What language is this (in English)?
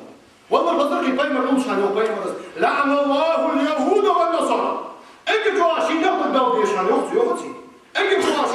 Ingush